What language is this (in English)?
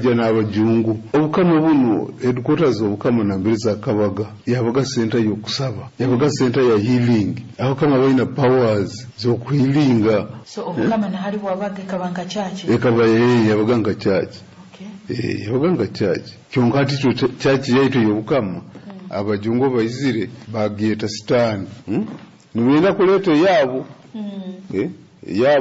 Nyoro